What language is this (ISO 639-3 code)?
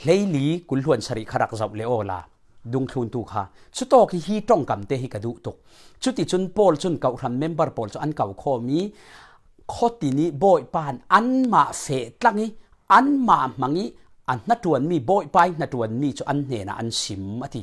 cfm